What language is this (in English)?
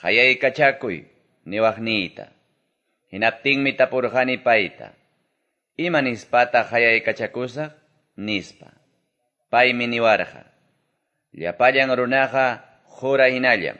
Quechua